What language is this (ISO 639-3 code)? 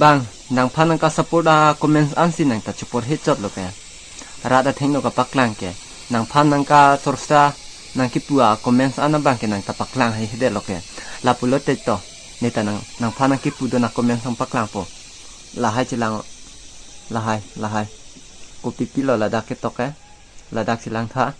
mjw